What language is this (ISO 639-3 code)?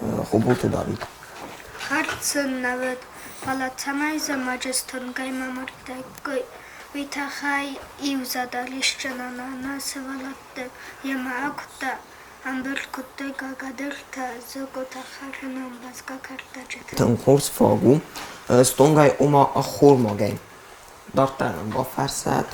oss